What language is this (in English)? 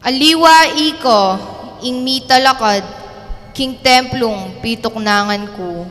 Pampanga